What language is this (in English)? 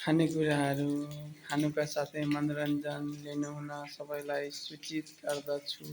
Nepali